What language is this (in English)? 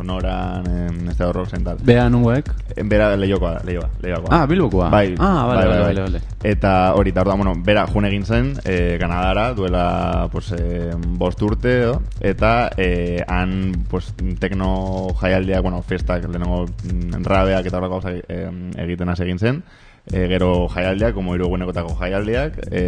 Basque